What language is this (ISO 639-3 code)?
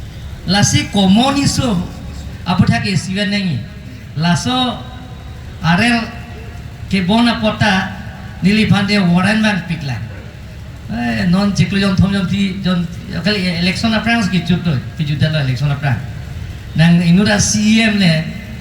mjw